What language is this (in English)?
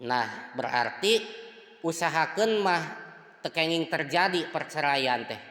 Sundanese